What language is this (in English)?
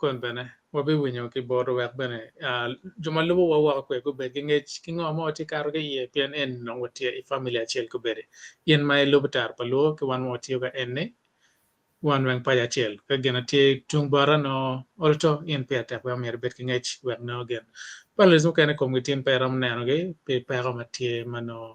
Acoli